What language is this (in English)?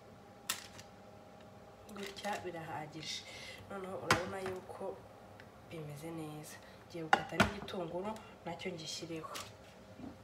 Kinyarwanda